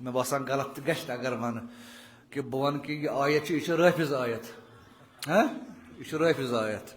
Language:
Kashmiri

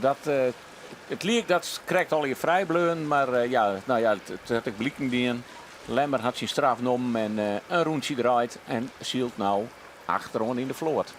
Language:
Western Frisian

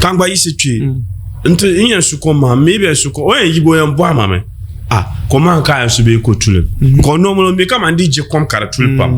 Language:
Dagbani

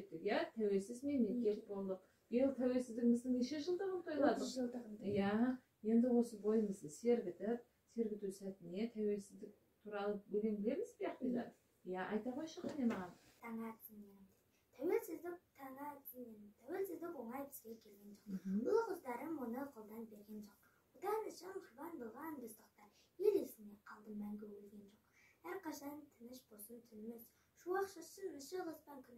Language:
Kazakh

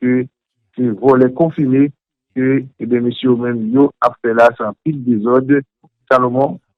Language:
Haitian Creole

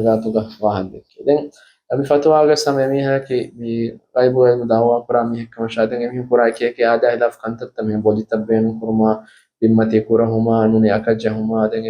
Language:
Divehi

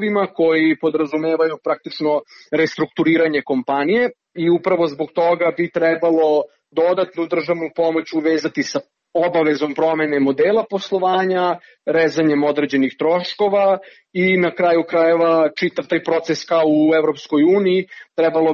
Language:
Serbian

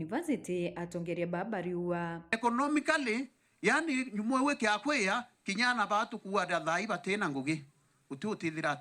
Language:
Meru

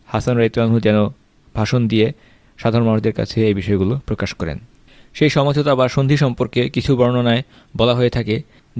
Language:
Bangla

